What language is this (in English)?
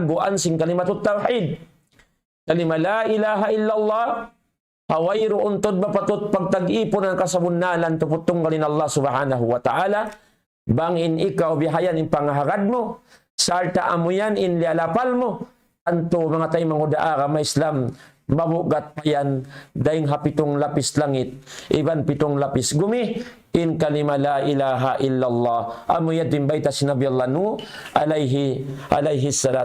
Tausug